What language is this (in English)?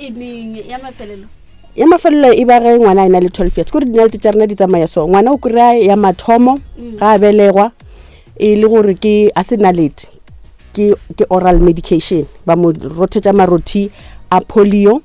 Northern Sotho